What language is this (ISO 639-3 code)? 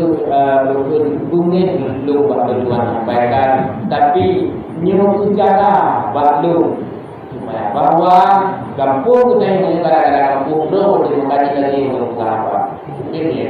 ace